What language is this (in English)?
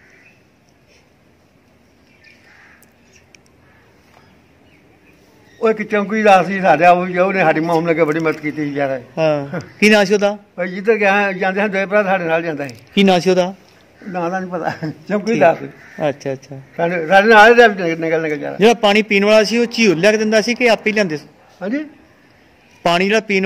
Punjabi